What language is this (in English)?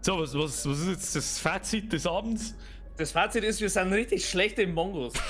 Bavarian